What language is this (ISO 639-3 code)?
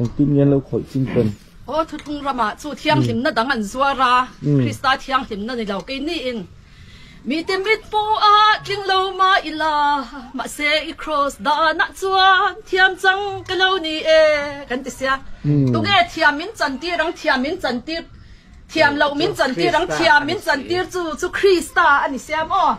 lus